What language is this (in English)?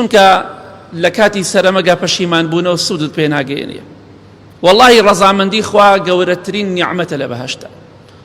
Central Kurdish